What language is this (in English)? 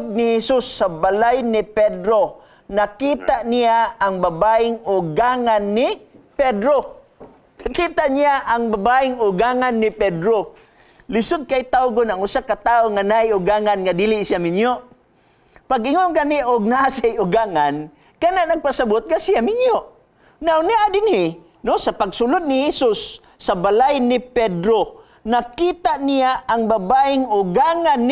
Cebuano